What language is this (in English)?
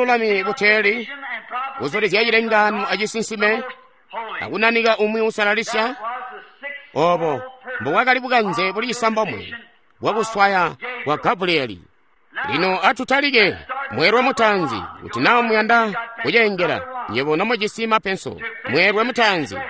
Tonga (Zambia)